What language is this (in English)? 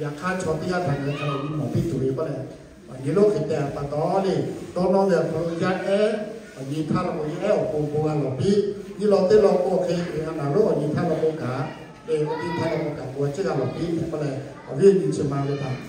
Lahu